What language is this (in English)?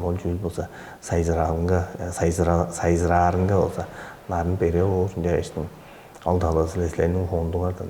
Tuvinian